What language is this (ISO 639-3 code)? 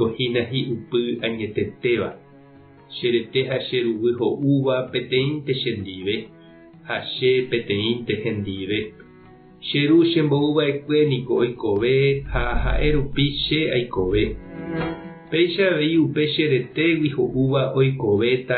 grn